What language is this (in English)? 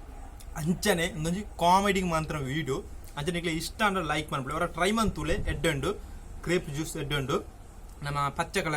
Tulu